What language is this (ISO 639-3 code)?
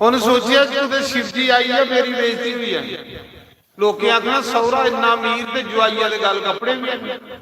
doi